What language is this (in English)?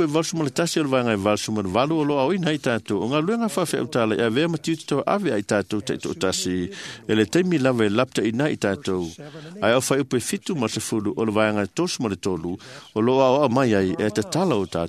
Samoan